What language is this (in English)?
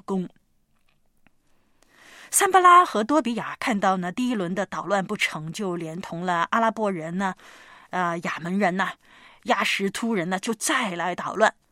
Chinese